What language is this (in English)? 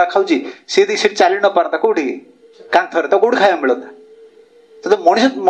Odia